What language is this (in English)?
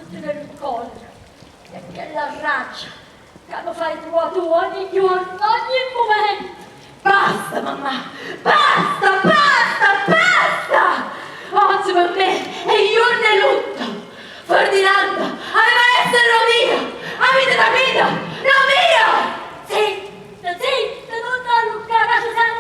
Neapolitan